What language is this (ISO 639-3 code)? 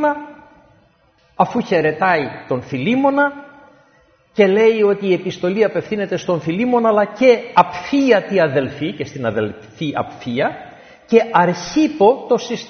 ell